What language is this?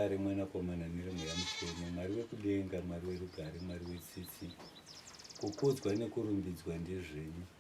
Shona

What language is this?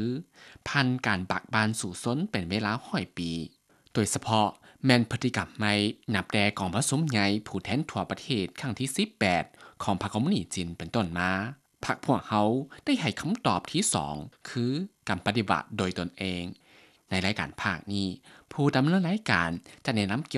Lao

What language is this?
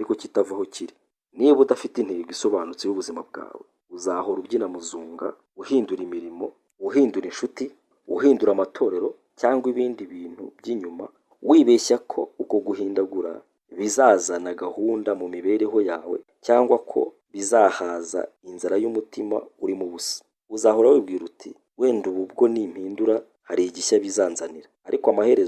Kinyarwanda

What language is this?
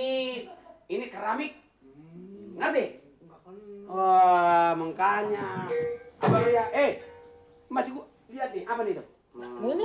Betawi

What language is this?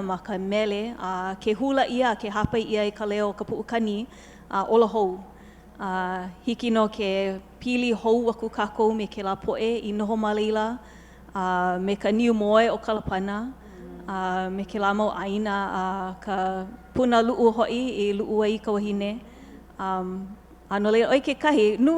Hawaiian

